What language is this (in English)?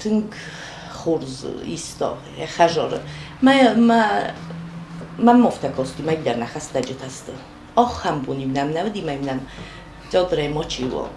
Ossetic